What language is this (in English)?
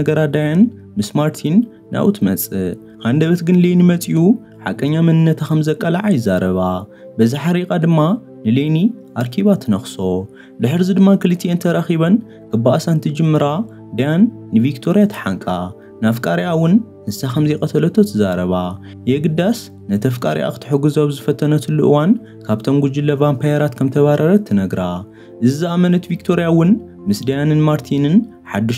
Tigrinya